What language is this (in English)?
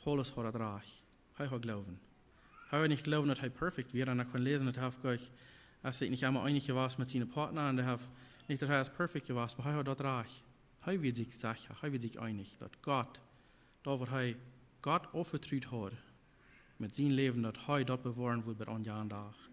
Plautdietsch